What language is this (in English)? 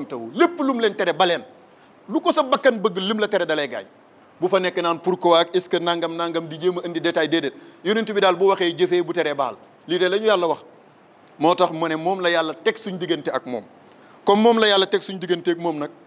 Wolof